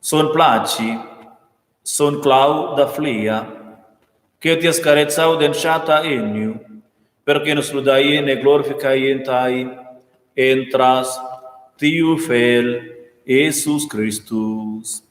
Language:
Romansh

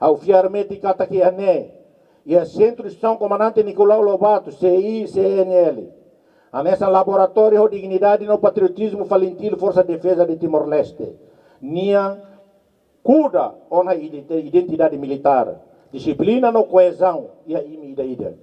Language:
Tetum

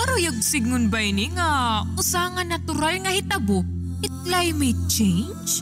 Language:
Waray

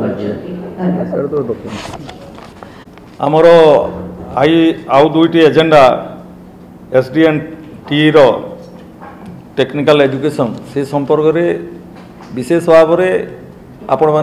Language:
Odia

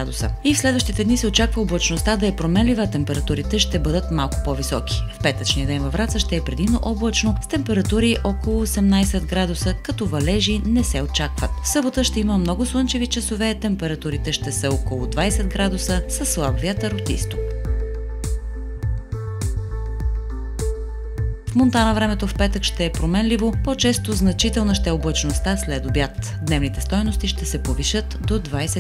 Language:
Bulgarian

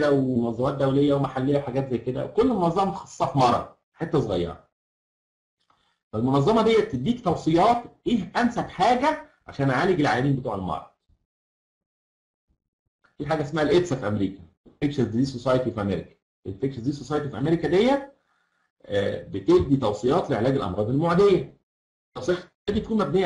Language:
Egyptian Arabic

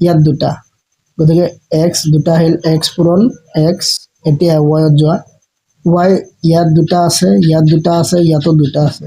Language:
Assamese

